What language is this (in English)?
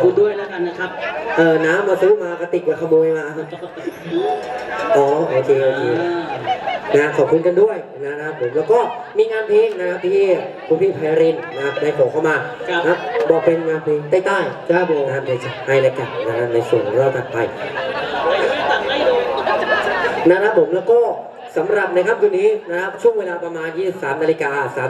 Thai